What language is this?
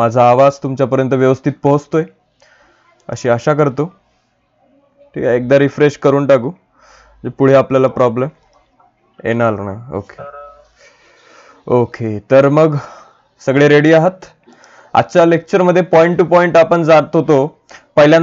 Marathi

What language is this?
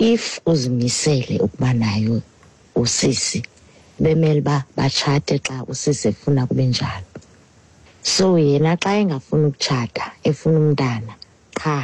Xhosa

